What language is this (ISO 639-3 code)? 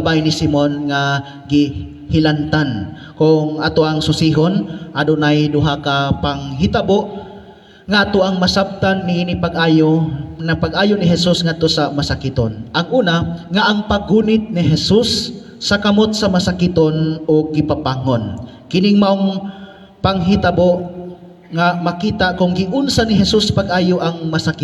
ceb